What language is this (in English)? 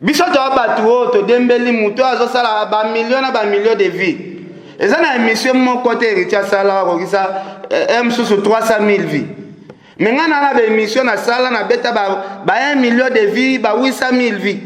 Lingala